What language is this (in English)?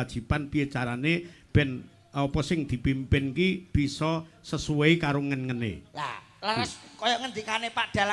Javanese